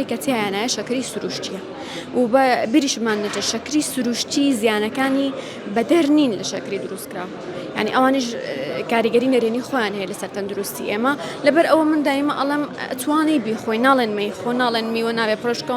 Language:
Central Kurdish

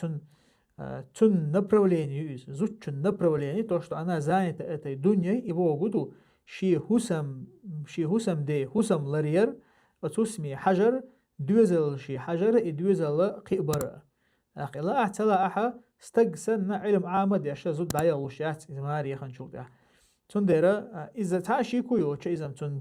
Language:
Chechen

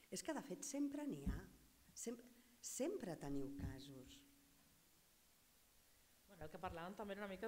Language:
Catalan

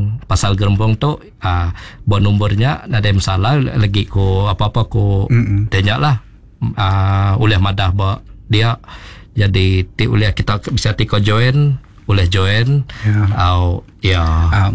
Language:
Iban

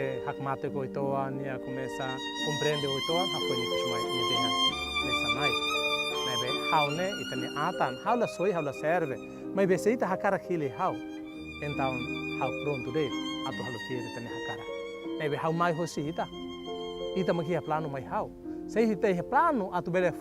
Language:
Tetum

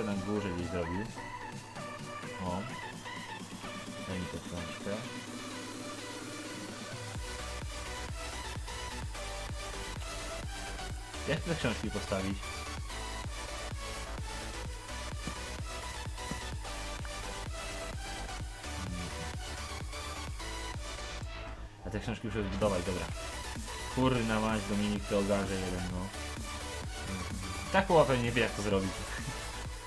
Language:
Polish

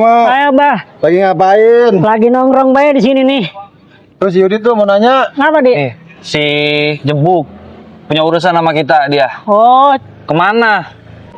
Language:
Betawi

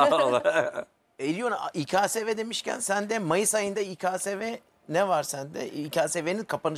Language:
Turkish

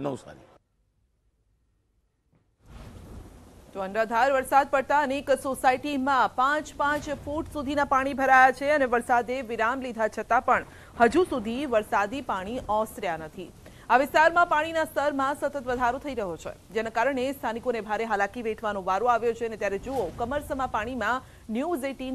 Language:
Gujarati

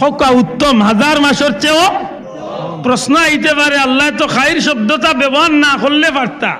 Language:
Sylheti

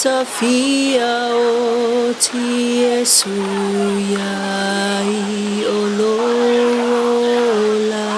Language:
Samoan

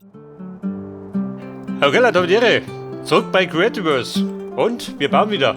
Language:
Bavarian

